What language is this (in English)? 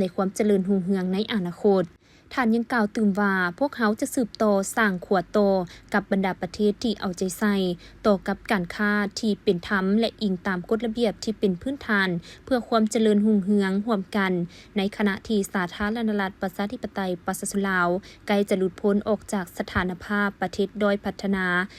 Lao